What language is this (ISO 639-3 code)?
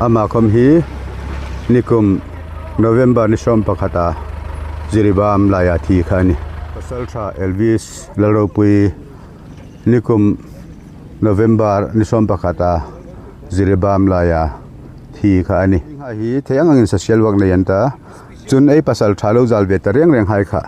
hmr